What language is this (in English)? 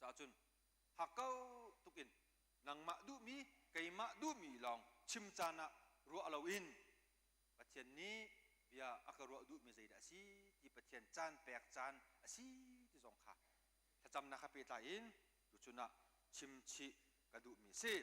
Hakha Chin